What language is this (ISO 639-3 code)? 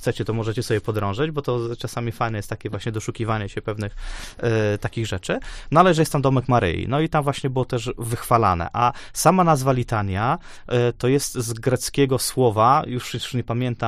pol